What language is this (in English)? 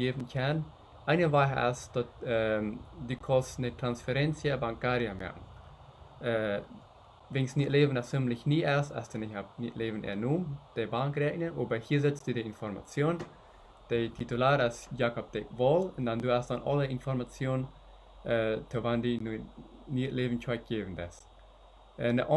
Plautdietsch